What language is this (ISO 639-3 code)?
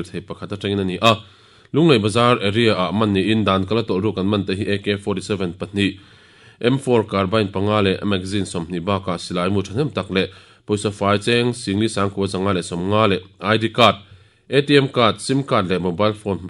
lus